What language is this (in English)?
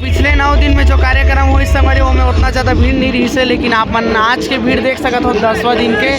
Chhattisgarhi